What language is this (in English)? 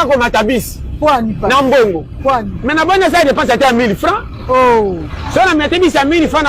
Lingala